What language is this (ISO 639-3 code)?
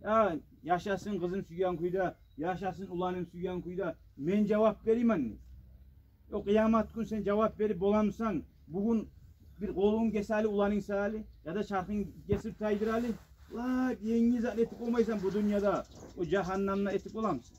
kum